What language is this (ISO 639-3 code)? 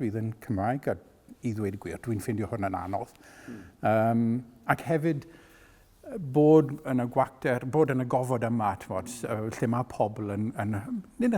cym